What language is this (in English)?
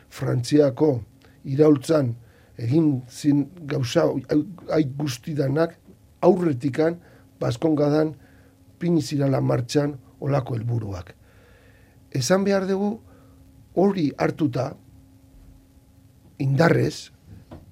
Basque